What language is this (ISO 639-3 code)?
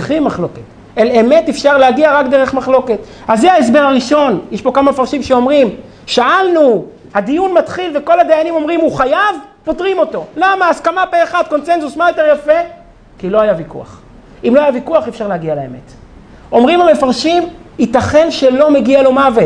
heb